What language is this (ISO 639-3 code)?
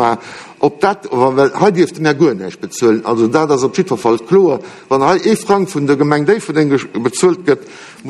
ltz